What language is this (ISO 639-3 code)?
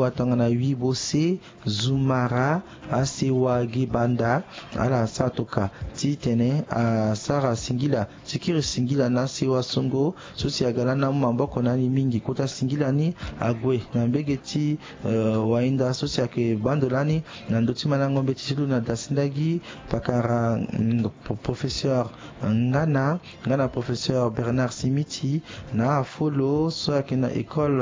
sag